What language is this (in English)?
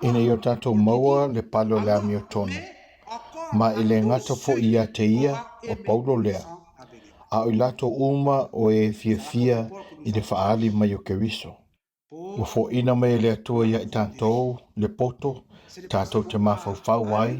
Samoan